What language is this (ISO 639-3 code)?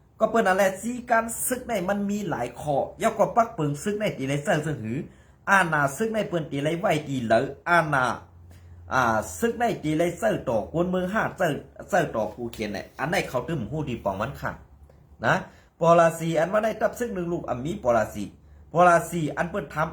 shn